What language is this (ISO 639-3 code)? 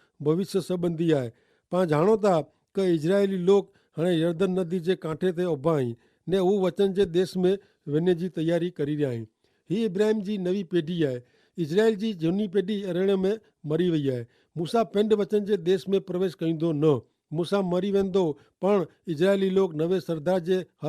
kfr